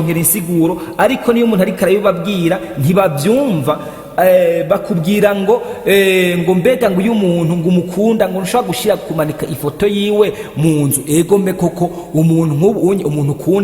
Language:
Rundi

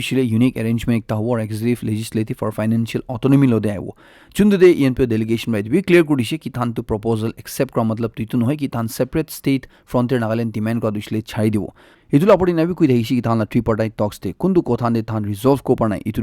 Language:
Naga Pidgin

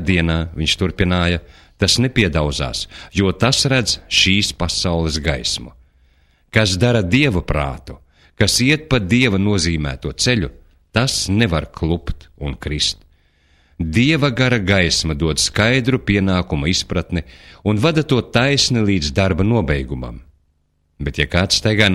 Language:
Latvian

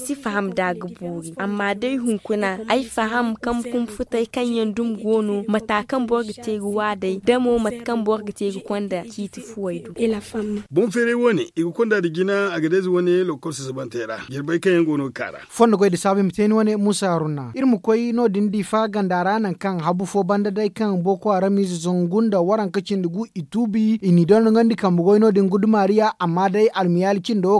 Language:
Zarma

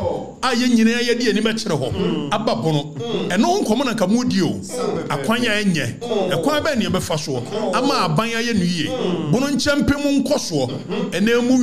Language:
Akan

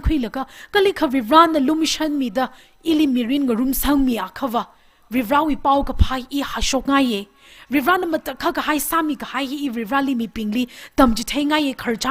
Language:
Tangkhul Naga (India)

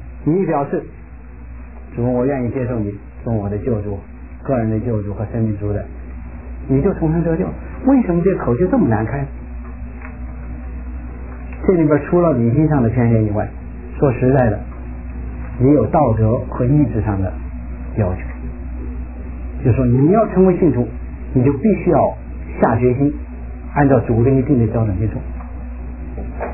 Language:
Chinese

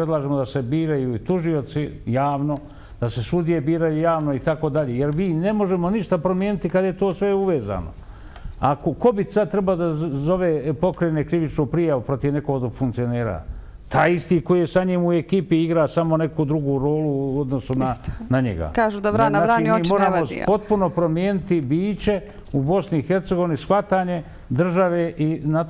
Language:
Bosnian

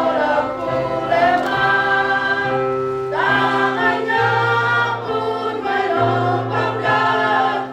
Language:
Batak Toba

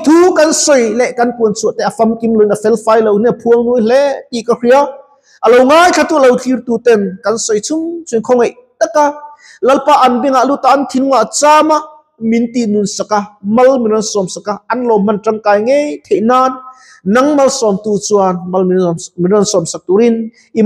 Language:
Mizo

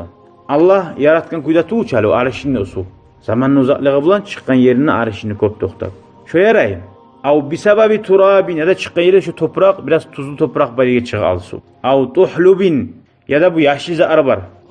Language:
Kumyk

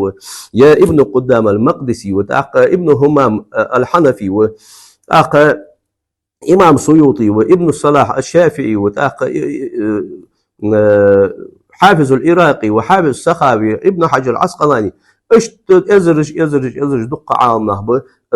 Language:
Ingush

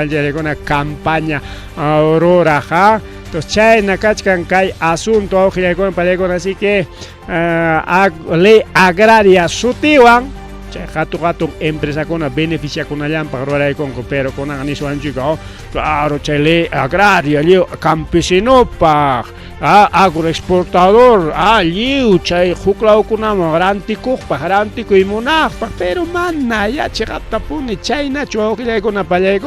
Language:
Ayacucho Quechua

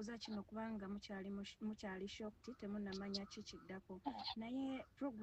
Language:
Ganda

